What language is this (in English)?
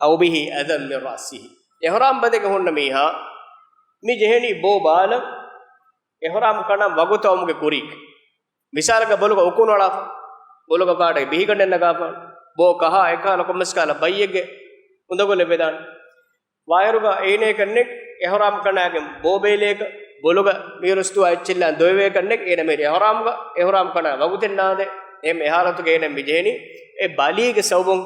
Divehi